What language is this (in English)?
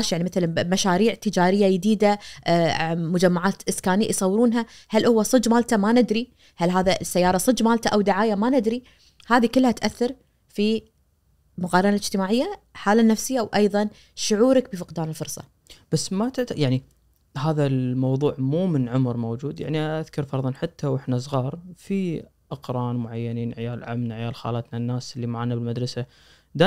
Najdi Arabic